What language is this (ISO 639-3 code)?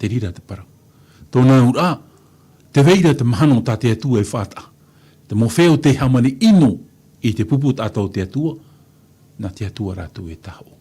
tah